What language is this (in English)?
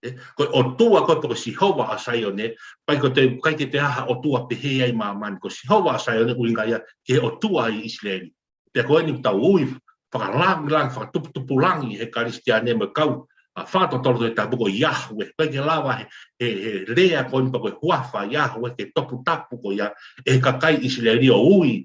Tongan